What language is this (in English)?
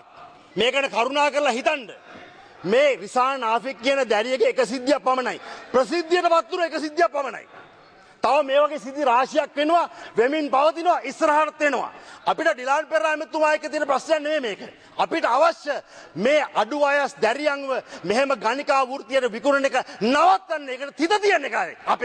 Sinhala